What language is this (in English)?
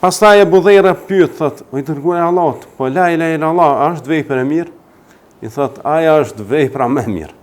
Albanian